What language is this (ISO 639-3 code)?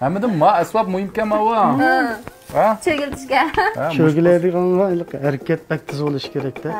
uig